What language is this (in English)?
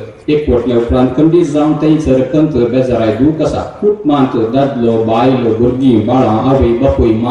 Konkani